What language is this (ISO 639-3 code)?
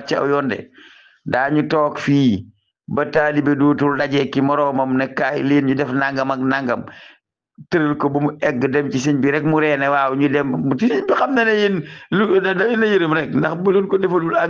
wol